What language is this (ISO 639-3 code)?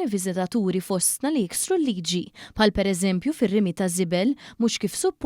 mlt